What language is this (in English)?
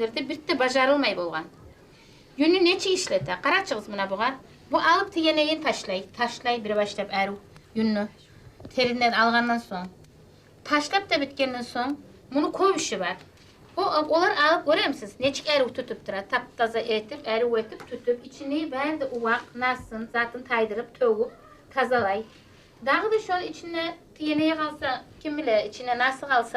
Kumyk